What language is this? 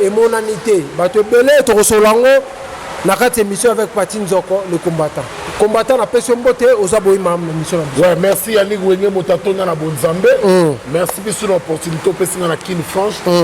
Lingala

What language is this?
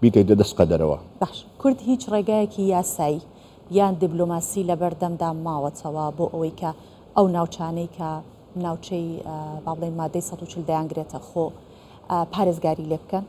Central Kurdish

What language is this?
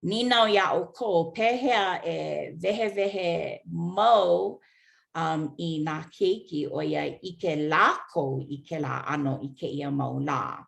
Hawaiian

